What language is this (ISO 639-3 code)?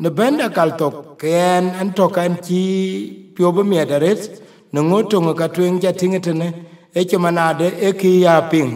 din